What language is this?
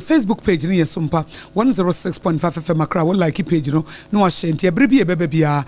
Akan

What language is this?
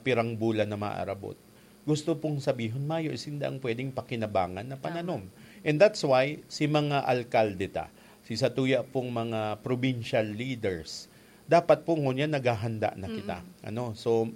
Bikol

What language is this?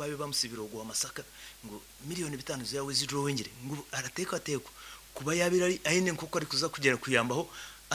Nyankole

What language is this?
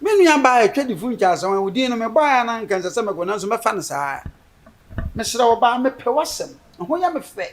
Akan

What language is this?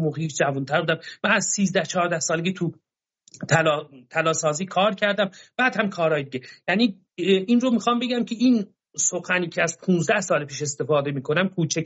Persian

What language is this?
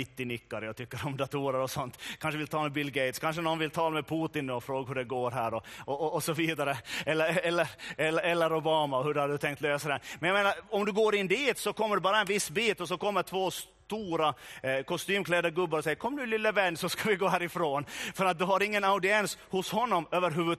Swedish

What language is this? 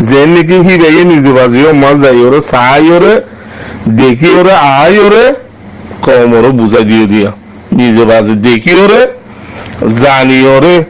Rohingya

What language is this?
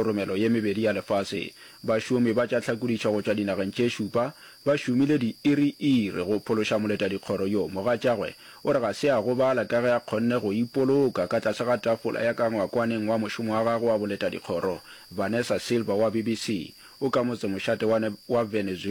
Northern Sotho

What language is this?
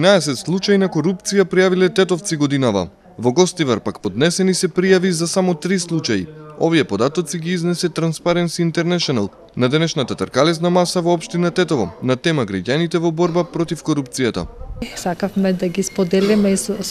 Macedonian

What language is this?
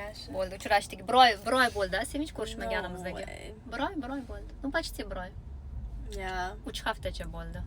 Uzbek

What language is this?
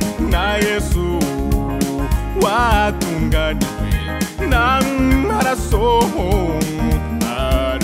Kinyarwanda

